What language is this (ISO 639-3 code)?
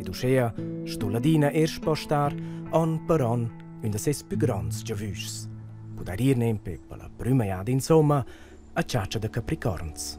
roh